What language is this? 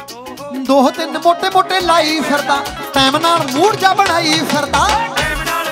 Punjabi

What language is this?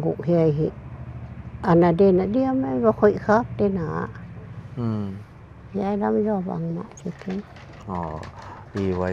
Paite Chin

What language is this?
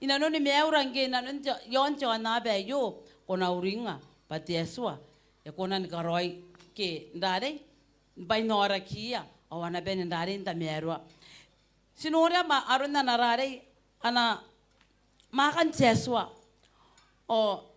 Gilbertese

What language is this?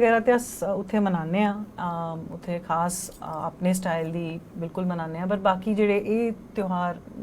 Dogri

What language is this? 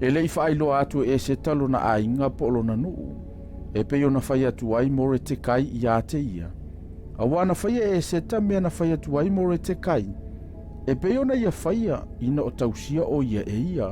Samoan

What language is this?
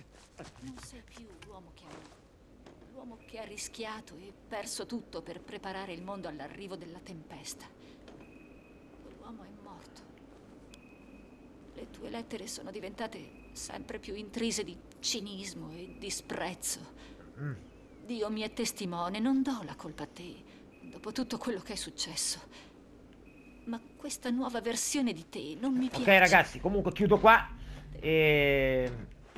Italian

